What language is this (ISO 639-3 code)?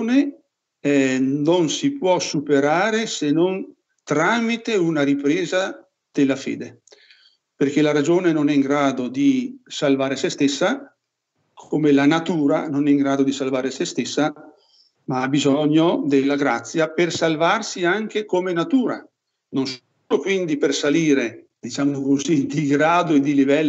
ita